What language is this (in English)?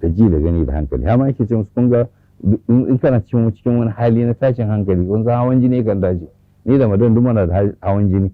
Hausa